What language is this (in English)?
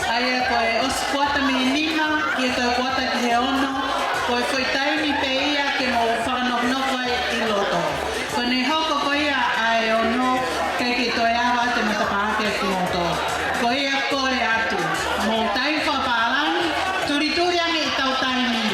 Tongan